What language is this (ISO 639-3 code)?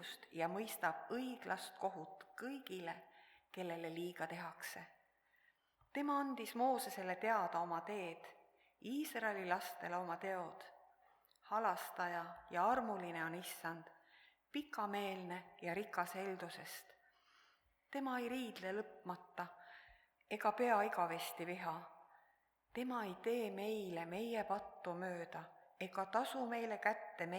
est